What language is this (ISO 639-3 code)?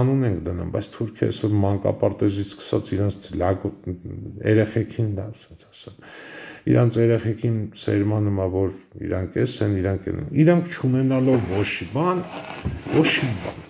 hye